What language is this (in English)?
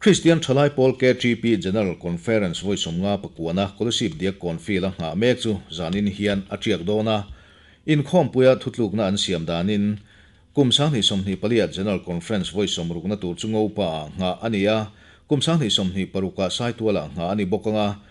Mizo